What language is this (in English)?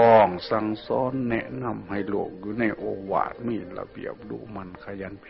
Northeastern Thai